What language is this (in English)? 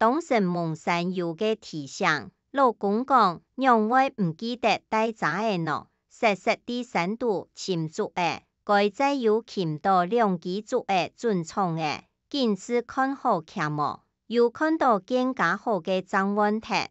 Hakka Chinese